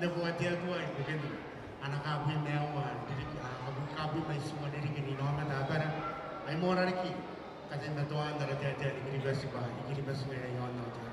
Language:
Gilbertese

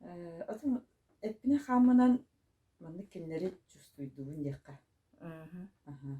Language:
Yakut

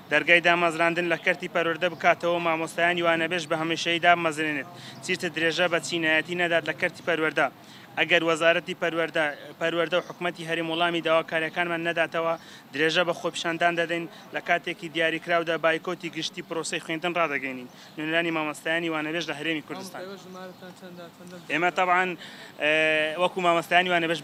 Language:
Central Kurdish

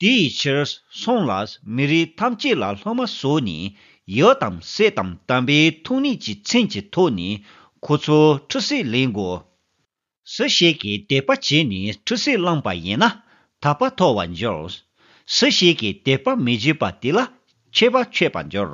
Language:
Tibetan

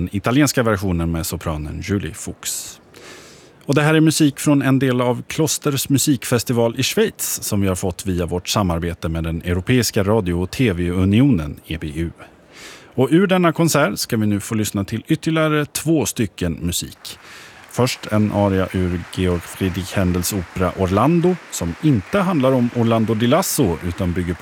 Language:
Swedish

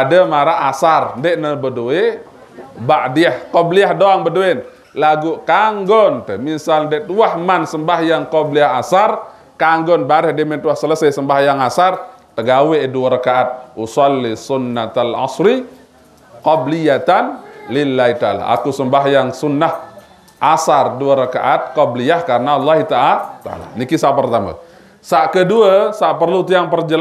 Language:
Sasak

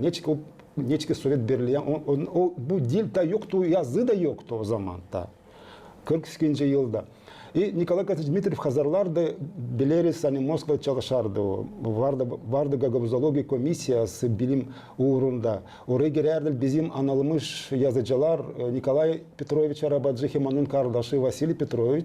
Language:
Gagauz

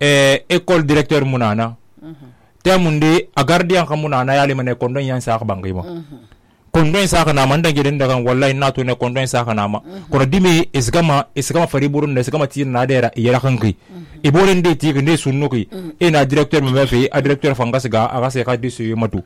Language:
Susu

